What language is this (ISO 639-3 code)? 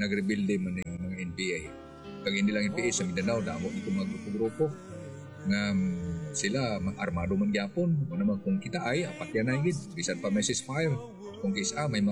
hil